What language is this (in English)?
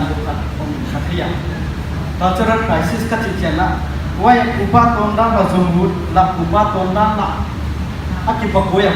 Paite Chin